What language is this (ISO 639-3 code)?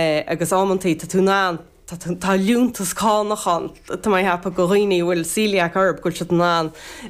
gle